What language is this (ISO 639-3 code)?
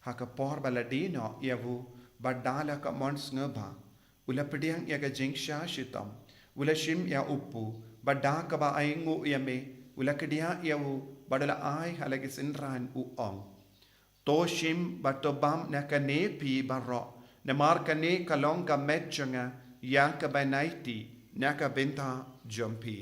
kha